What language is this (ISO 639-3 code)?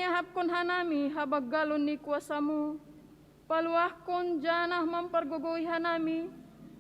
bts